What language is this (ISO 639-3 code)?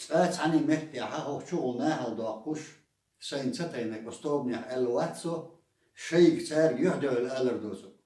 che